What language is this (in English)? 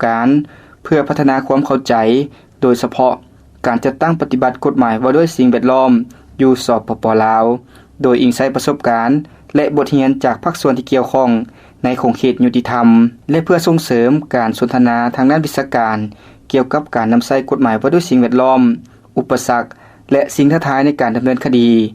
Lao